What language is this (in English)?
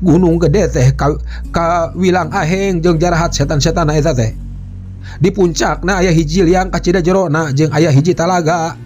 Sundanese